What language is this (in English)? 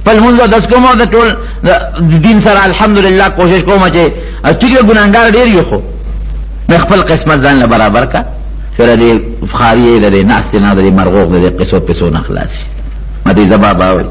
Pashto